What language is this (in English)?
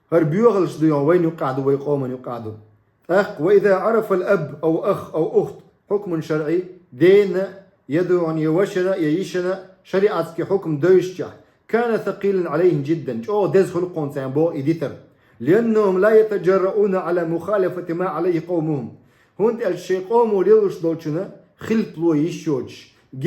Chechen